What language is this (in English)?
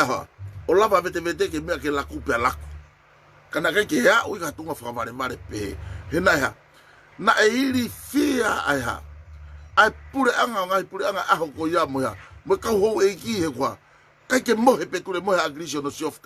Tongan